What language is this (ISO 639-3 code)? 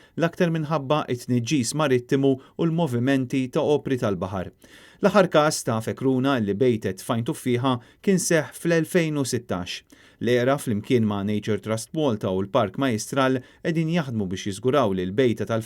mlt